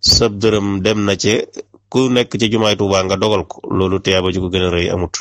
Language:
Wolof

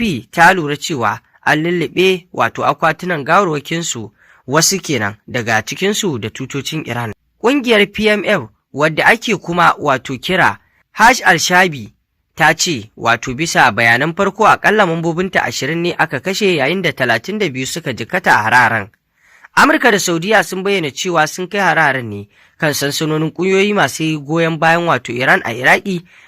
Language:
Hausa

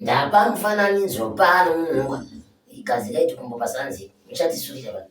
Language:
Shona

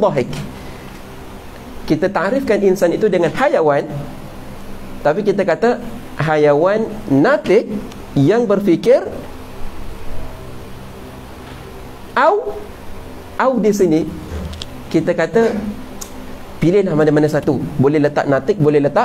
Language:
Malay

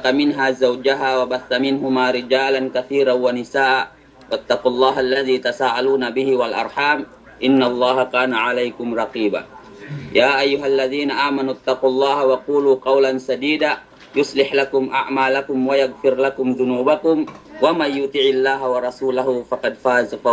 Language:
Yakan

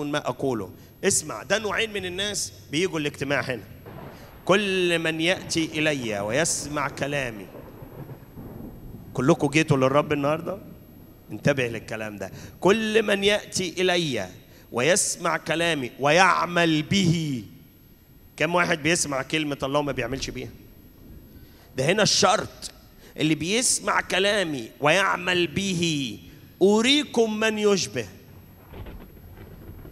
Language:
Egyptian Arabic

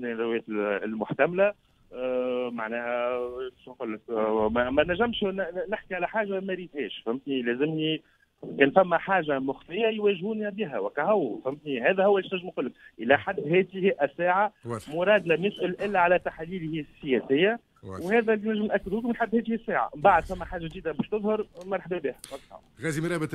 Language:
Tunisian Arabic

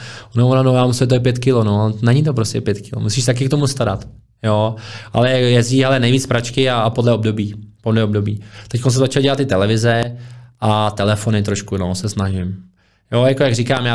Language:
Czech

